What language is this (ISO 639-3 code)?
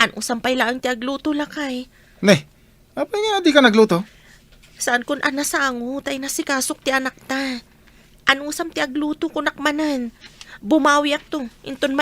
ilo